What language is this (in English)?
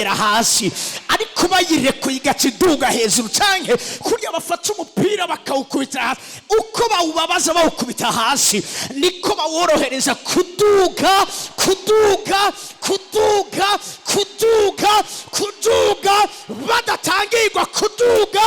Rundi